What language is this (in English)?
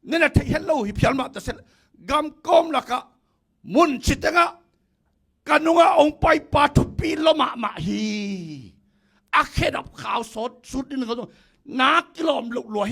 Tedim Chin